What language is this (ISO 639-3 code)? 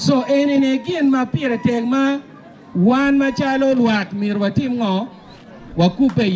ach